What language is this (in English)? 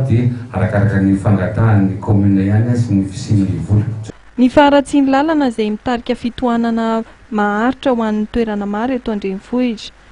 Malagasy